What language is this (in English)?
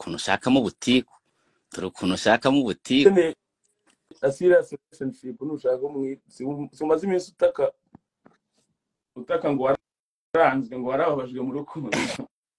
Kinyarwanda